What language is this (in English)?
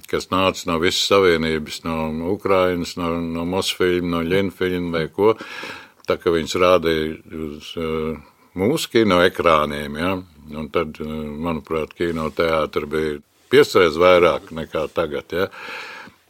Latvian